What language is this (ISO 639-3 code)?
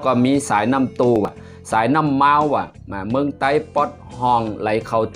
shn